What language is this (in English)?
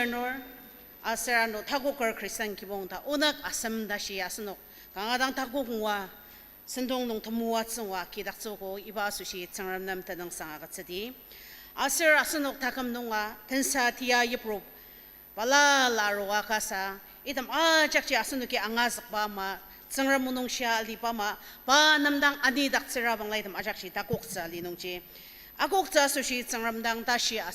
Ao Naga